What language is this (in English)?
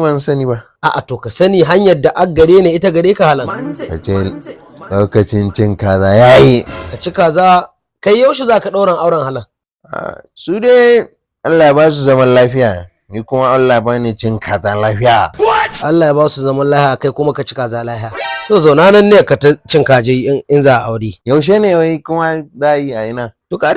Hausa